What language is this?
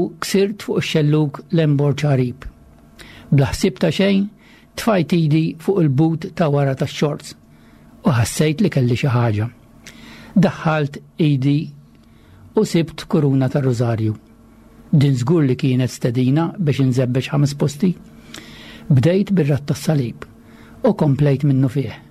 Maltese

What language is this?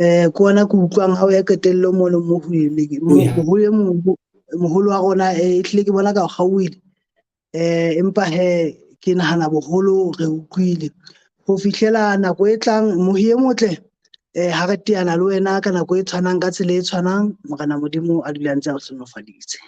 Southern Sotho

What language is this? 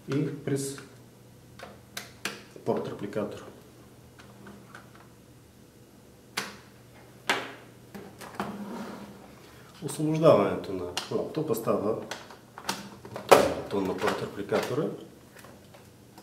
Bulgarian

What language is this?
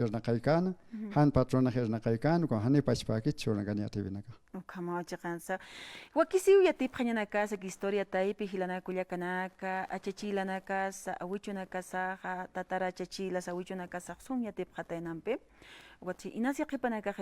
Aymara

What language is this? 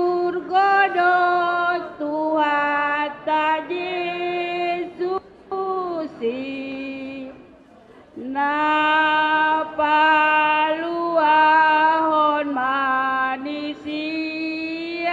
Batak Karo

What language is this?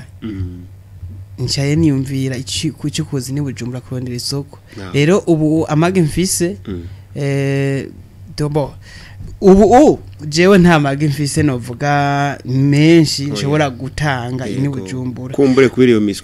Rundi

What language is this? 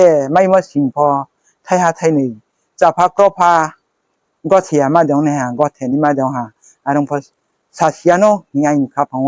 Riang (India)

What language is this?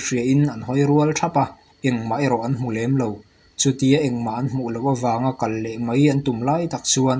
Mizo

